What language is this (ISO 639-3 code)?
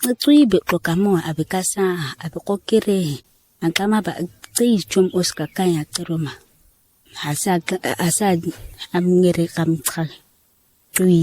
gnk